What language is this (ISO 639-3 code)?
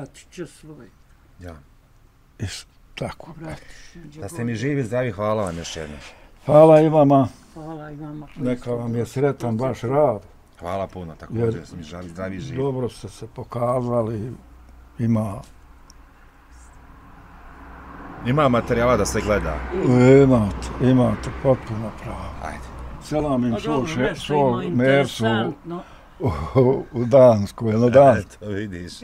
bos